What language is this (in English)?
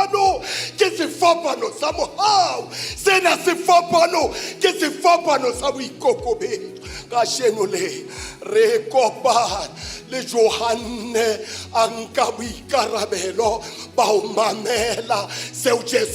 Southern Sotho